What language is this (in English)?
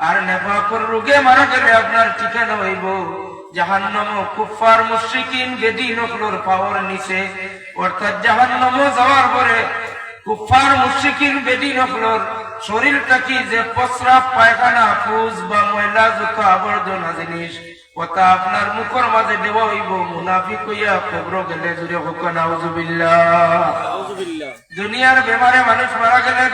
Sylheti